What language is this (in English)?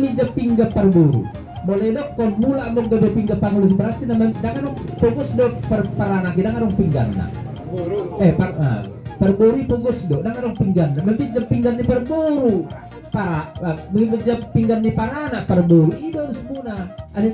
Batak Toba